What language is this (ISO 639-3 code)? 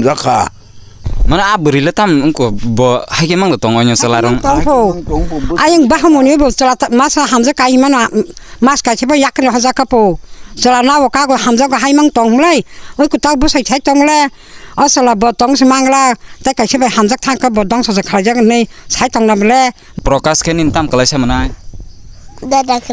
trp